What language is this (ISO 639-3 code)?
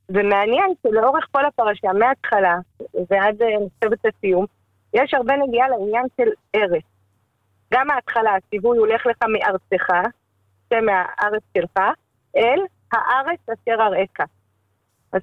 heb